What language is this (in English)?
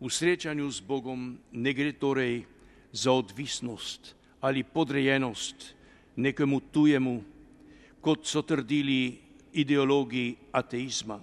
Slovenian